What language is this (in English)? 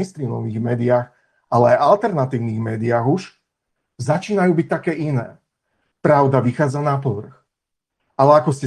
Slovak